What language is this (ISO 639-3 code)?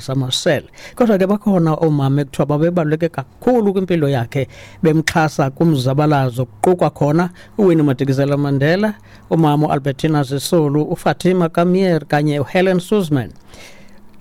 xho